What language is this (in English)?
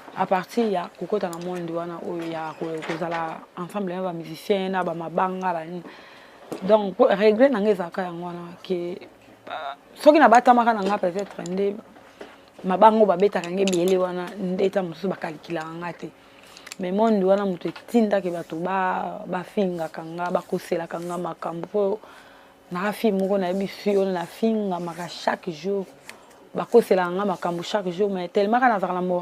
Lingala